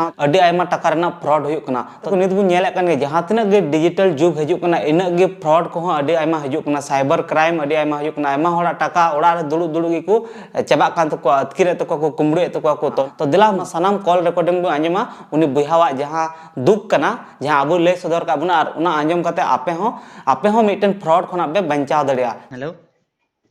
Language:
Santali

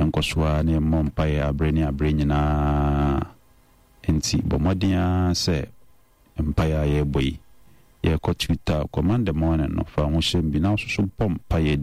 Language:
Akan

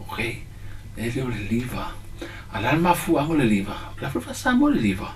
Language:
Samoan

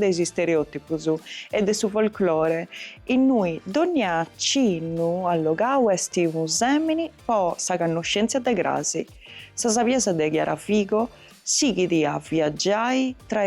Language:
Sardinian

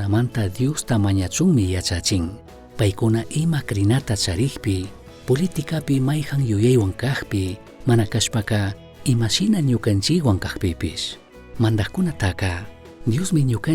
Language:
Chimborazo Highland Quichua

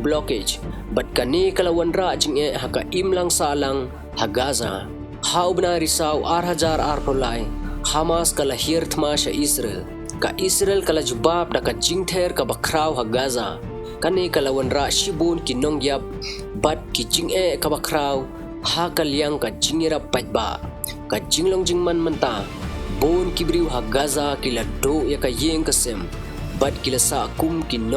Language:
Khasi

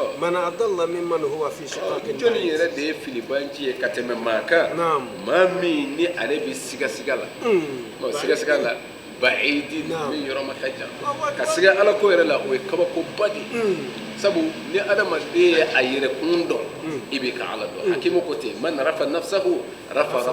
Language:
Bambara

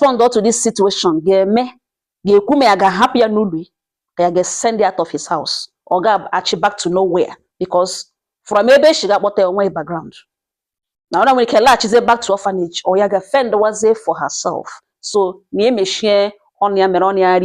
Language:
Igbo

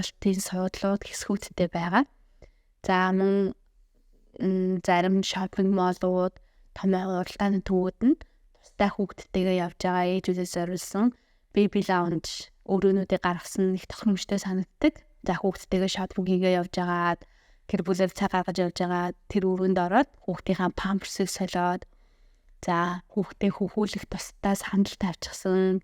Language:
Mongolian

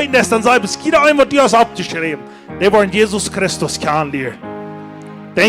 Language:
Plautdietsch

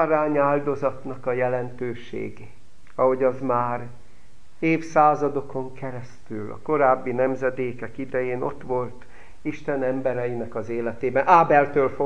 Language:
Hungarian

